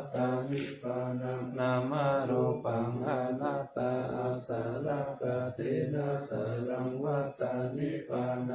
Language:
Pali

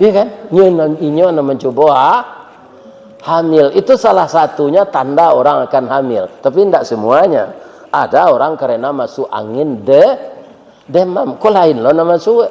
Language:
Minangkabau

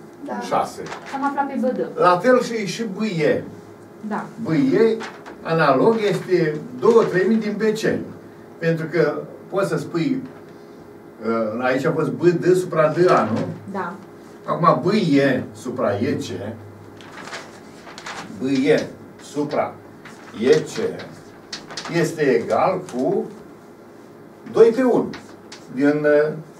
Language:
Romanian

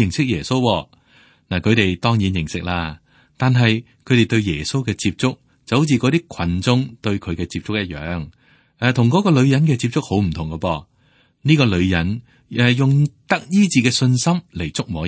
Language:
Cantonese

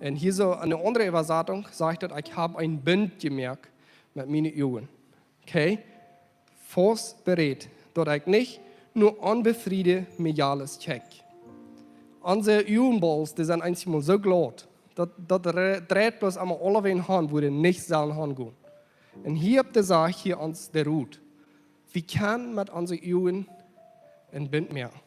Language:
Plautdietsch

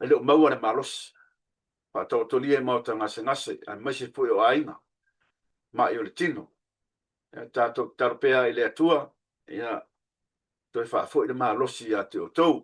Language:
Samoan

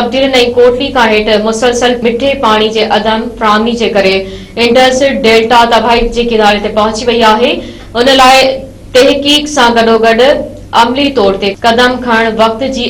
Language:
Sindhi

